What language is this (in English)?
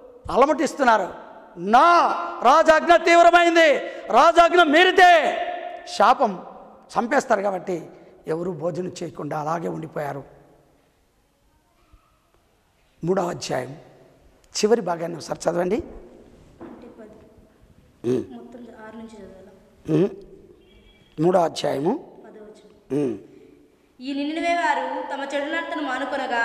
Telugu